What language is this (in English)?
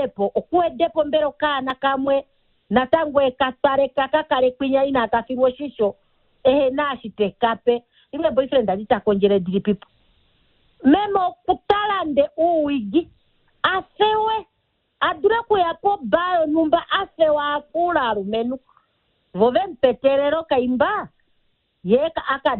Kuanyama